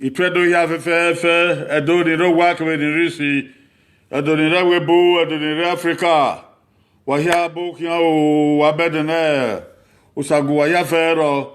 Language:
Bini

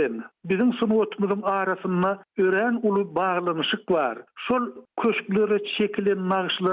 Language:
Turkmen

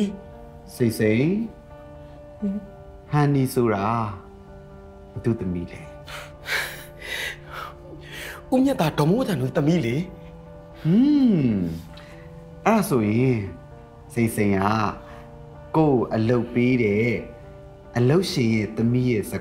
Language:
Burmese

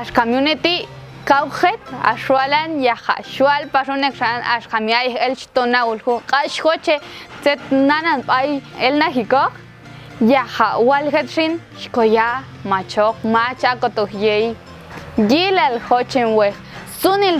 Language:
Popti'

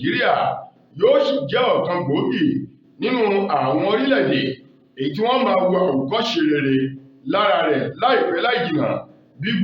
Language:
Yoruba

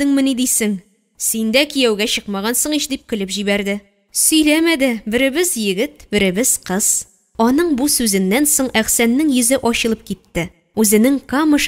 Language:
Tatar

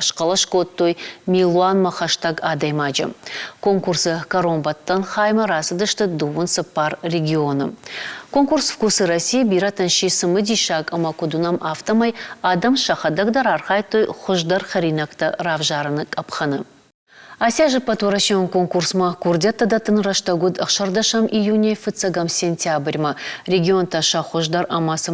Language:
Ossetic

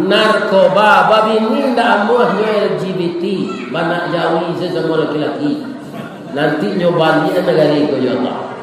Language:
Minangkabau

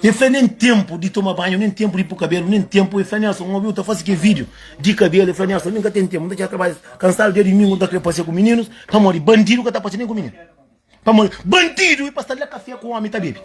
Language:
Kabuverdianu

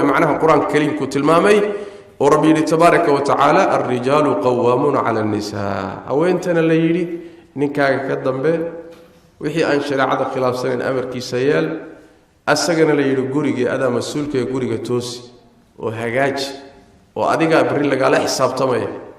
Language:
Somali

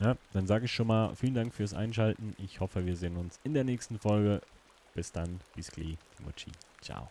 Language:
Swiss German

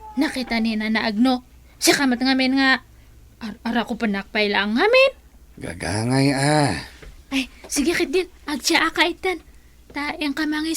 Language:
Iloko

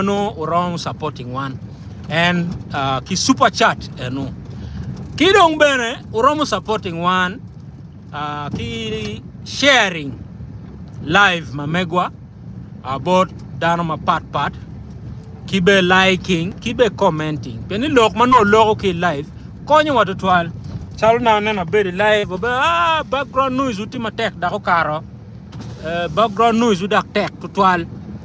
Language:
Acoli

